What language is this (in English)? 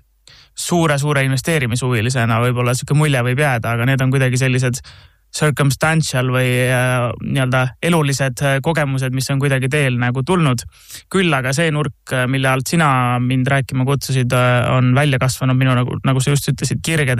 Estonian